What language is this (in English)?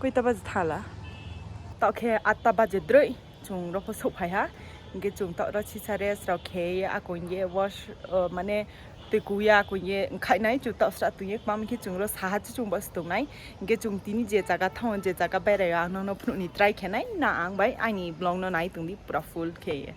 Kok Borok